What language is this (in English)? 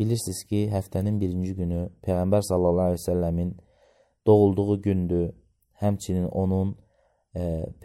Azerbaijani